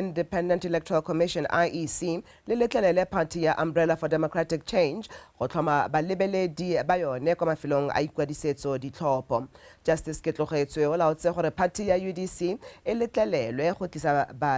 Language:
Tswana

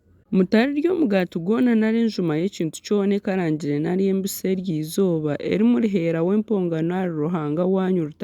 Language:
Nyankole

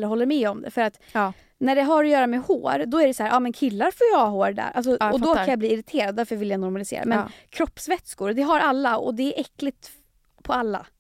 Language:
Swedish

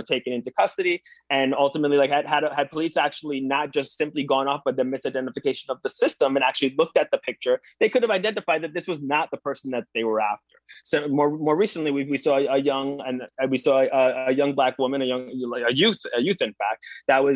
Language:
English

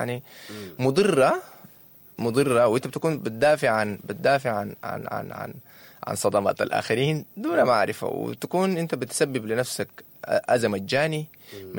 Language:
Sudanese Arabic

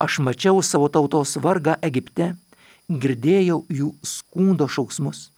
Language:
Lithuanian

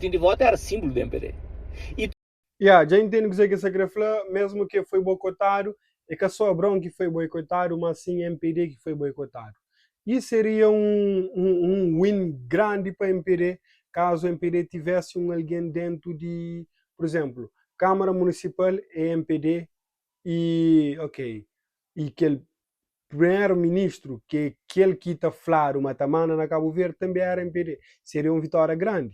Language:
Kabuverdianu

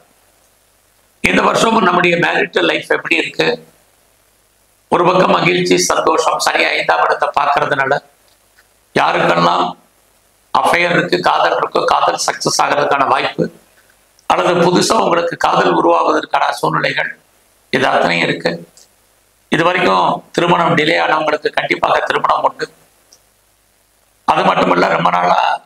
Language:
Tamil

